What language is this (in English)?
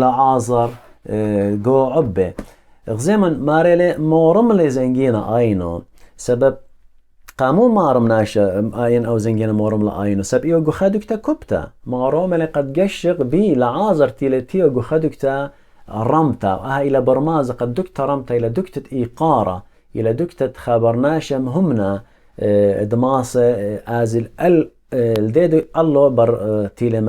Assyrian Neo-Aramaic